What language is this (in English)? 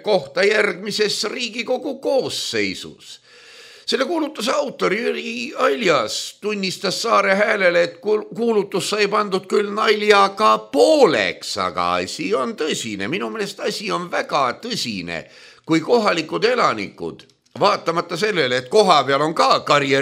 Estonian